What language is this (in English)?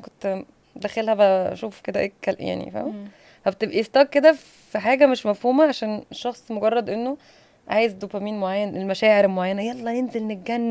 Egyptian Arabic